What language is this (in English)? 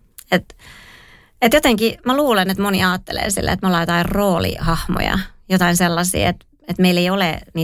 Finnish